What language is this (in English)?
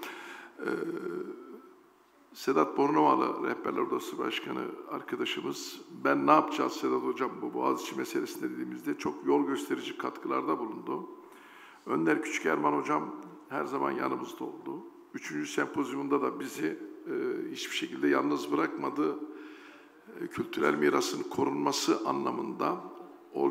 Turkish